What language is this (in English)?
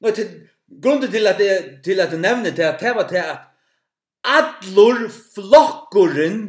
Faroese